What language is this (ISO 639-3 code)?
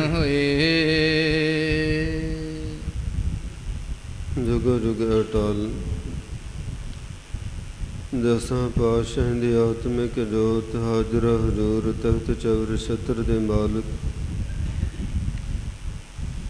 pan